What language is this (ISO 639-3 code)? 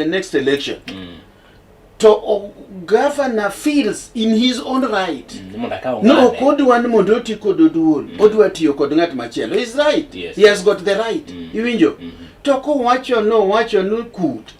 luo